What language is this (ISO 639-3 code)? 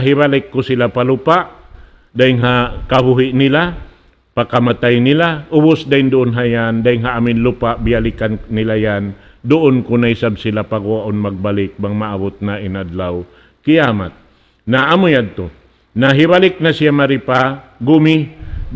tsg